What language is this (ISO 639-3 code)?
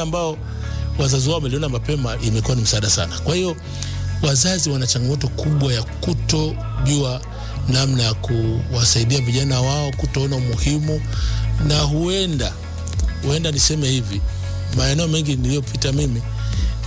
swa